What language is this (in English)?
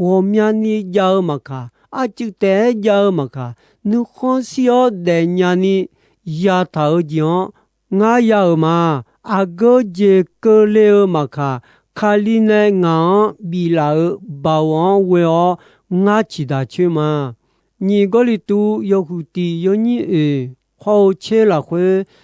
Akha